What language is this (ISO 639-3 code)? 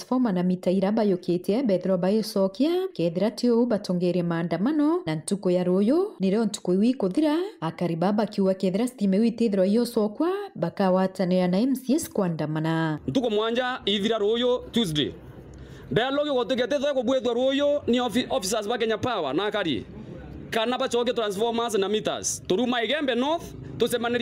mer